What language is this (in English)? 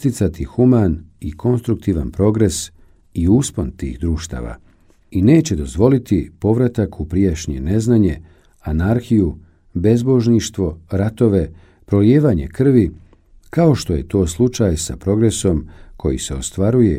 Bosnian